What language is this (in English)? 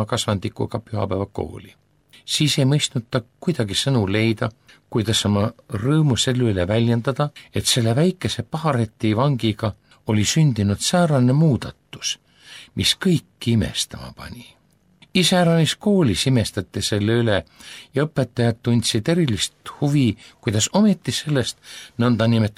Estonian